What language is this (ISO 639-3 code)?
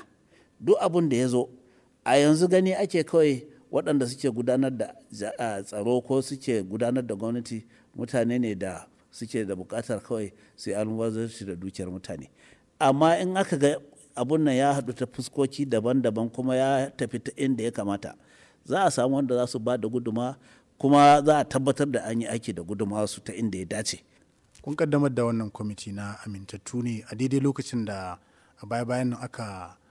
hau